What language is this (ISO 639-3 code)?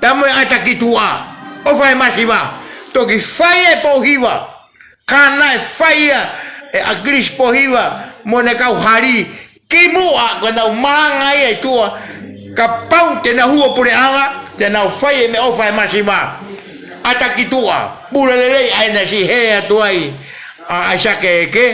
ton